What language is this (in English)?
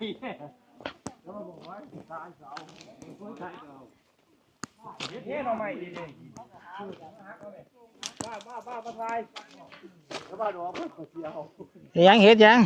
Northeastern Thai